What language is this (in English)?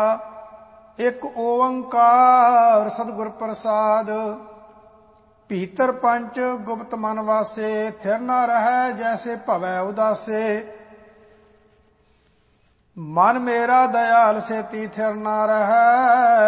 Punjabi